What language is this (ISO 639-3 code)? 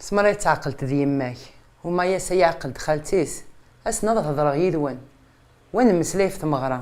kab